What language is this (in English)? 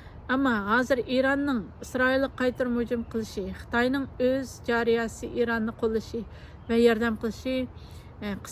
Uyghur